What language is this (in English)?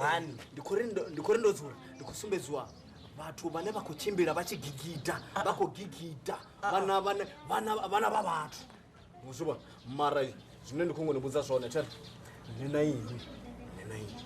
Venda